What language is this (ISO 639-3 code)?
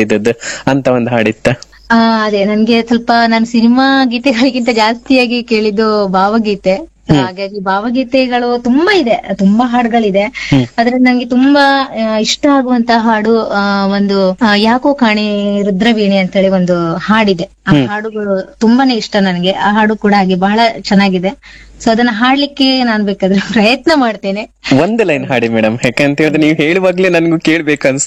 kan